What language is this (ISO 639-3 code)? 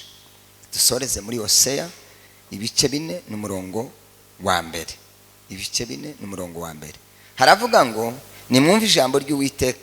kin